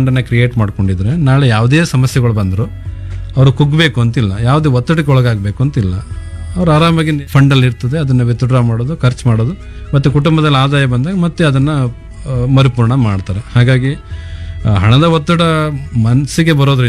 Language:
Kannada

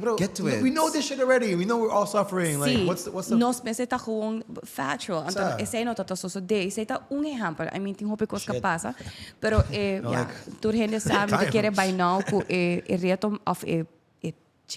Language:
Papiamento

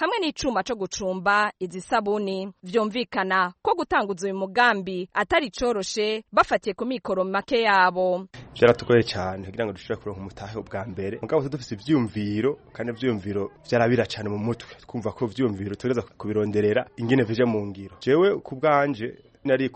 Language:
Rundi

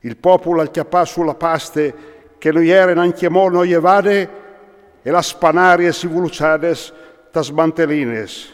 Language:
Friulian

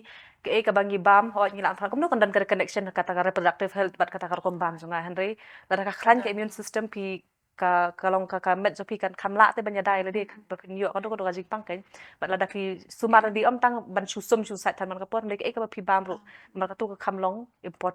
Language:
Khasi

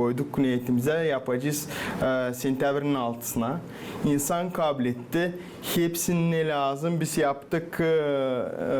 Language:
Gagauz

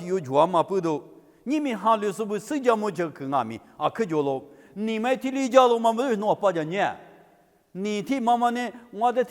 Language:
Lisu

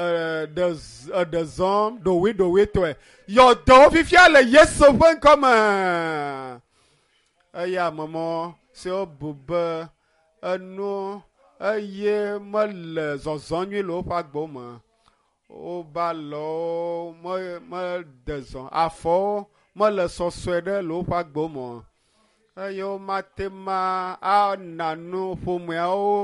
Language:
Ewe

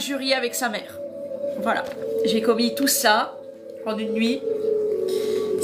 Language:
French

